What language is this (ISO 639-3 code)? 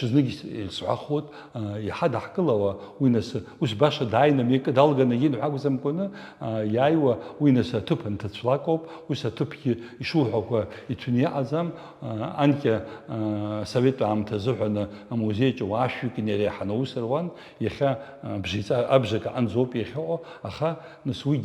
abk